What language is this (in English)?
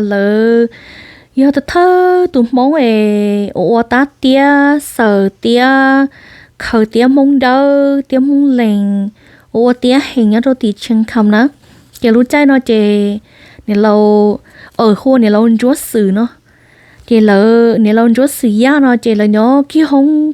Hmong